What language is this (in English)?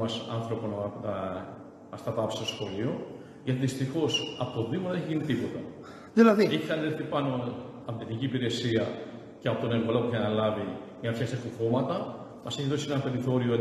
Greek